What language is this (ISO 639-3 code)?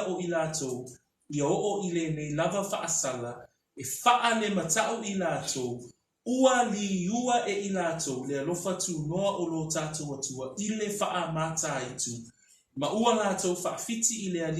smo